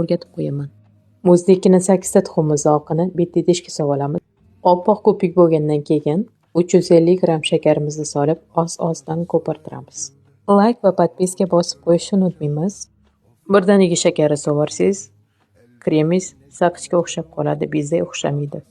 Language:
Uzbek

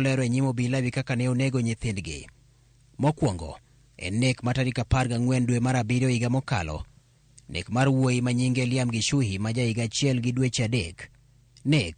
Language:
Luo (Kenya and Tanzania)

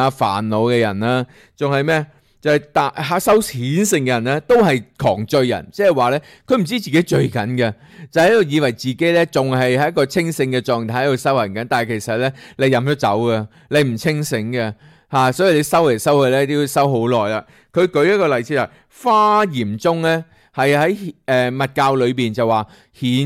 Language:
Cantonese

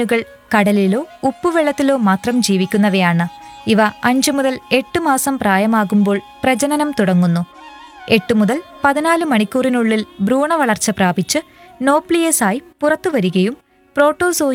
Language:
Malayalam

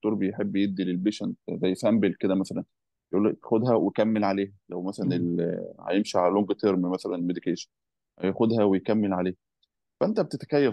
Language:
Egyptian Arabic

